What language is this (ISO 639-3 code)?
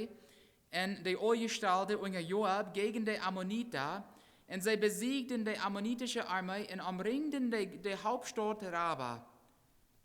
pdt